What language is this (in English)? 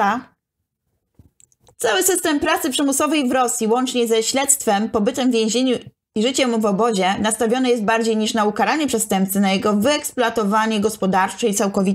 Polish